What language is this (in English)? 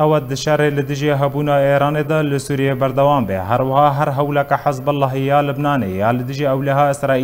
Kurdish